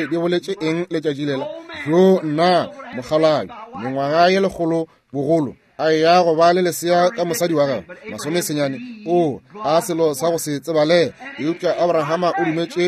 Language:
Northern Sotho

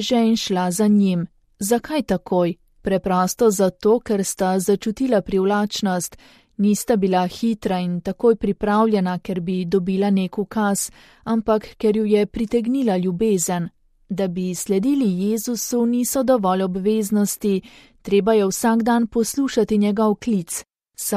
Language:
Slovenian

